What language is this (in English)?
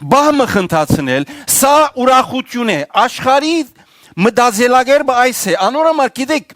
Western Armenian